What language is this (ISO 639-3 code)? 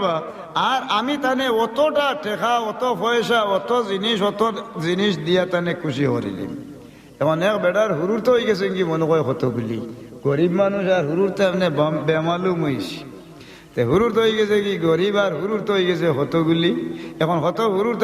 syl